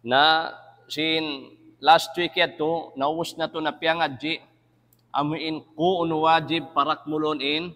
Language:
Tausug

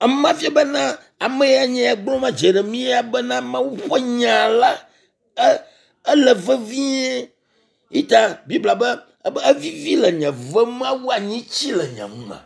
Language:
Ewe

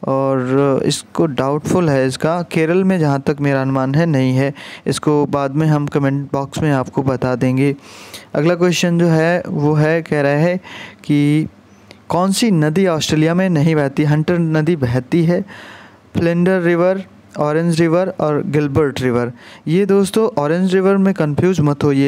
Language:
Hindi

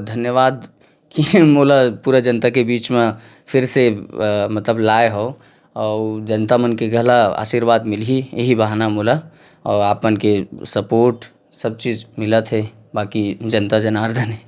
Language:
Chhattisgarhi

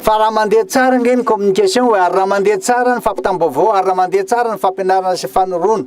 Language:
Malagasy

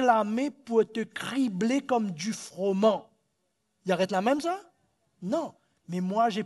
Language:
Morisyen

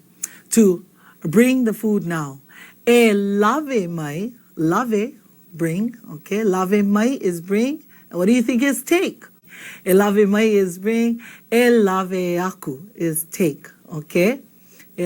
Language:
Hawaiian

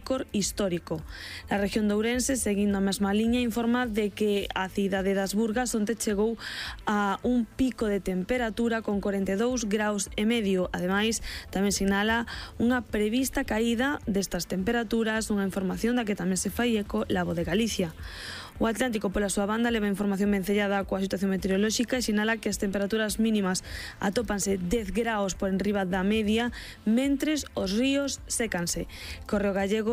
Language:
Galician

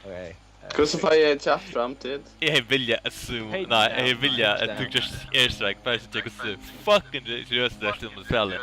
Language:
Faroese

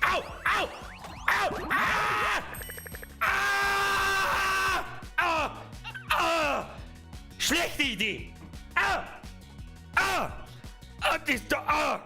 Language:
Bavarian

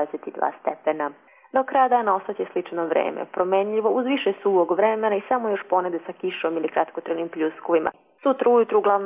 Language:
Croatian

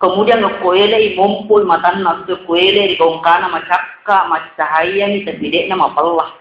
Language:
Buginese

